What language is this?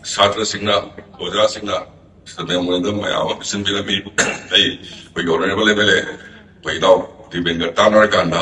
Manipuri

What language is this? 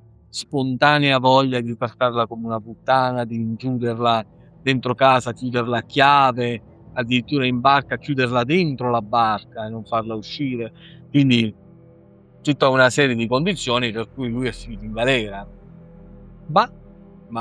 Italian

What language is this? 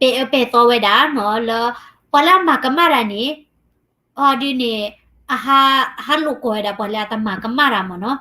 S'gaw Karen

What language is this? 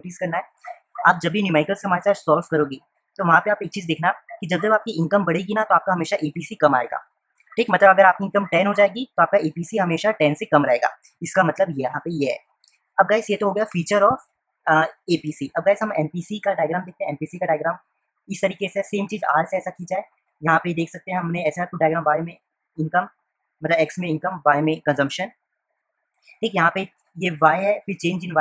Hindi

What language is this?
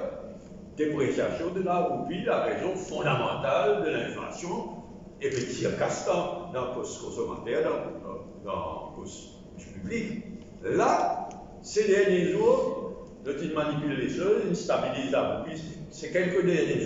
Morisyen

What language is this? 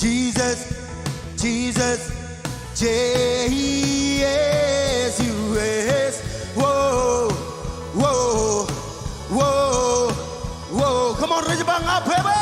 Marshallese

